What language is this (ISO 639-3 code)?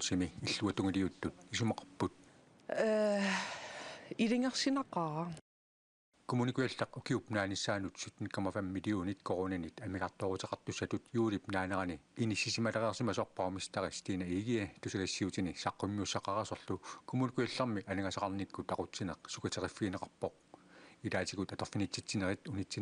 kal